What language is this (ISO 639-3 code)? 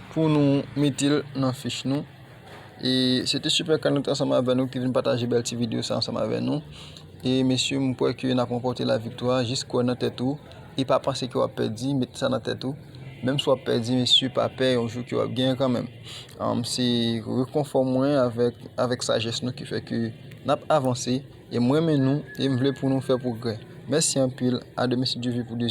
hat